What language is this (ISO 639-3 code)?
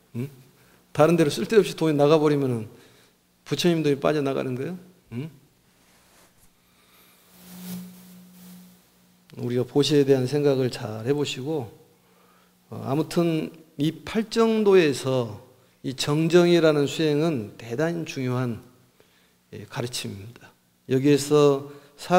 kor